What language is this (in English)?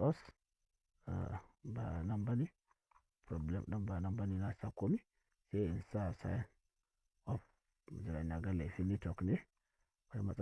Hausa